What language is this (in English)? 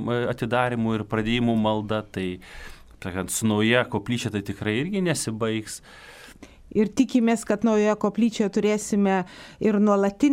Lithuanian